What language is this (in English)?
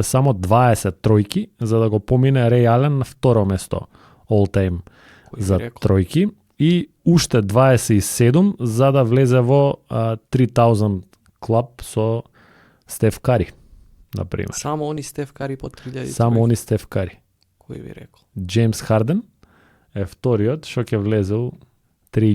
Macedonian